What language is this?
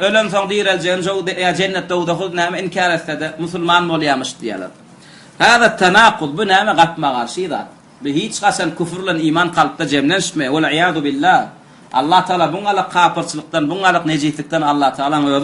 Turkmen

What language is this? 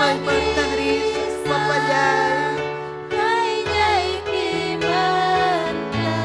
Ayacucho Quechua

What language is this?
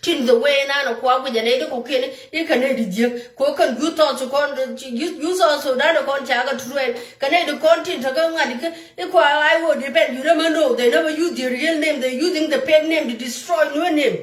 Nuer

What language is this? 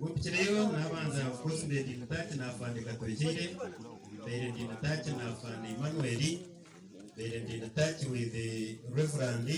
Nyankole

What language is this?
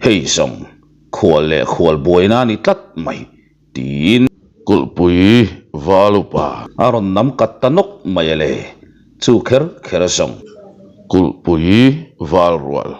Mizo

